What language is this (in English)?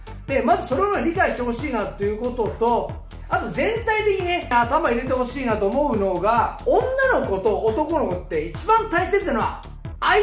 Japanese